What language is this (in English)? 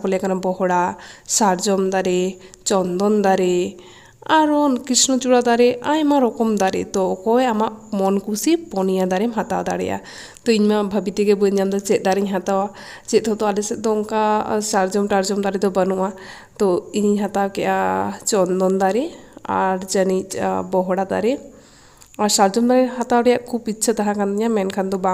Santali